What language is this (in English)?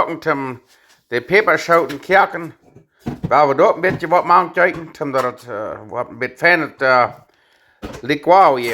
Plautdietsch